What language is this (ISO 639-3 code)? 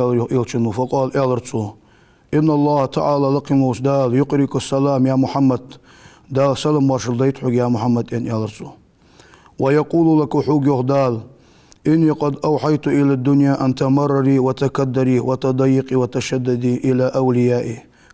inh